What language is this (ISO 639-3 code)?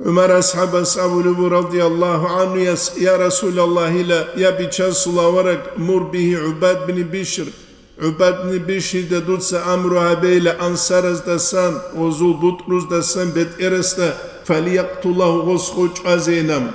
ava